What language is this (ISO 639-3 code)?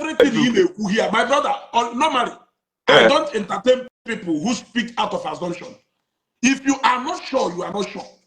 ibo